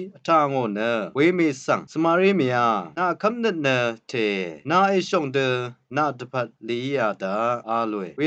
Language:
Rawang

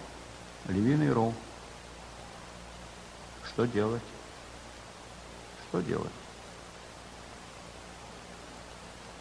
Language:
Russian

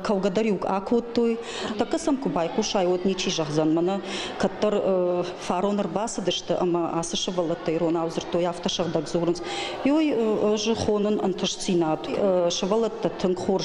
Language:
Ossetic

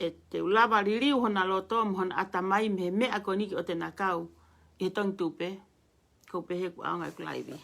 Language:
Tongan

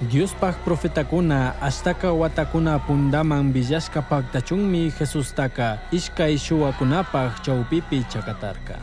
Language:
Chimborazo Highland Quichua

